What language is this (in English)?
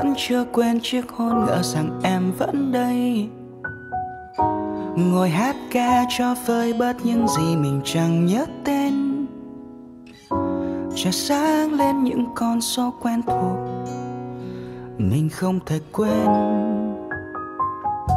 Vietnamese